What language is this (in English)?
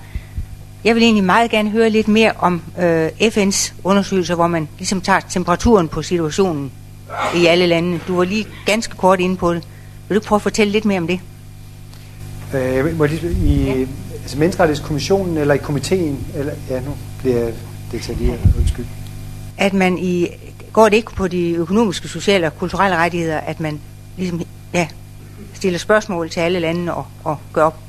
Danish